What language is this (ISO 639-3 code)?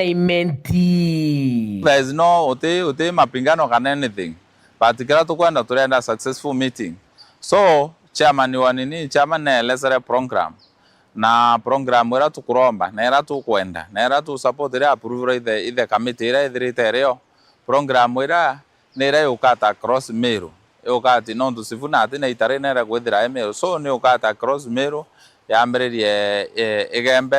mer